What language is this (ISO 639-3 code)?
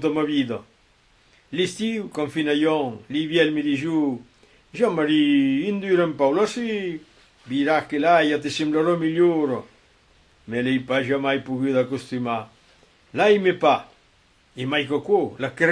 oci